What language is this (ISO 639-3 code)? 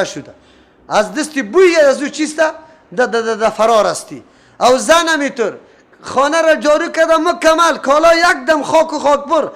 fas